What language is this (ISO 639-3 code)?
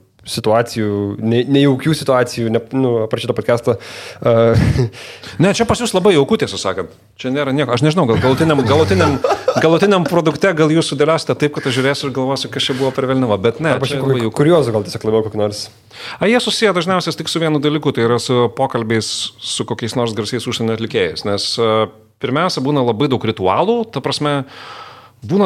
lit